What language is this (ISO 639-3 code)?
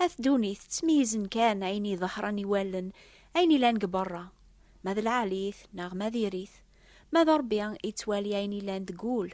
kab